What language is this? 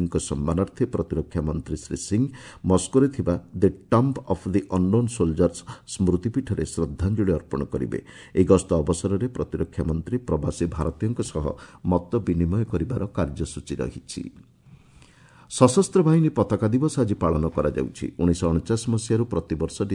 Odia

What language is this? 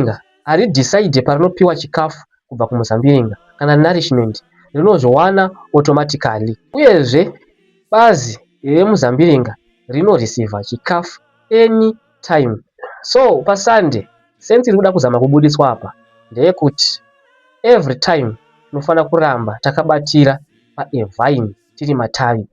Shona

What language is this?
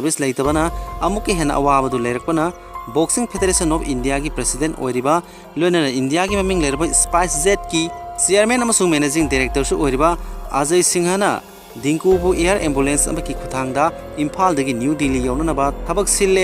Manipuri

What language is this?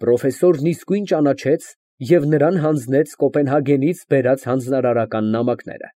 Armenian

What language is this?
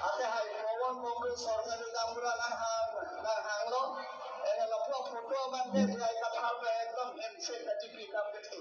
Karbi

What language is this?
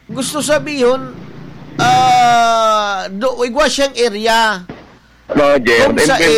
Bikol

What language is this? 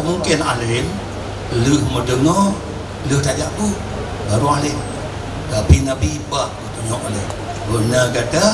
Achinese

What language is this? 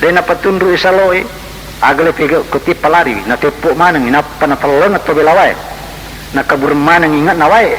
Buginese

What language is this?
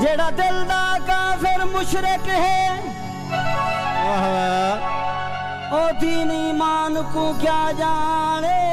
Saraiki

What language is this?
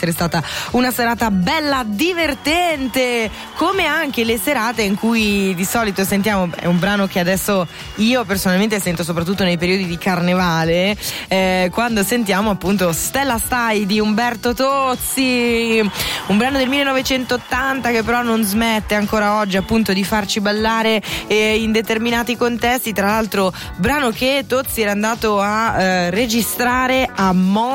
Italian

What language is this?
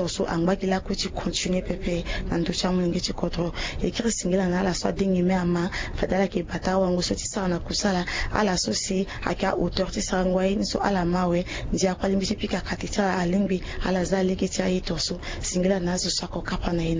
Sango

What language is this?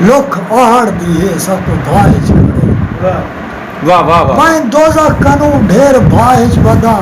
Saraiki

